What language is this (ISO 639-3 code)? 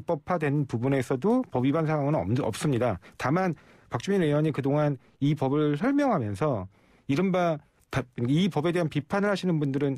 kor